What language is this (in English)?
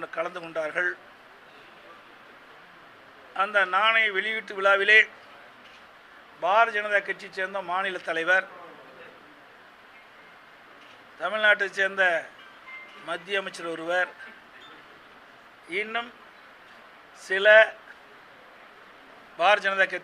Tamil